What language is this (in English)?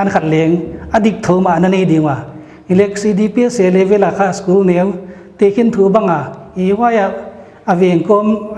Paite Chin